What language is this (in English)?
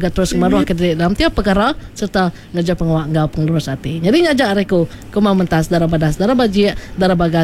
Iban